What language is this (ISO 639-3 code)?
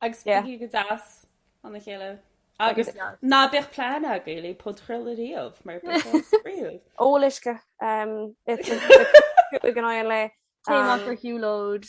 gle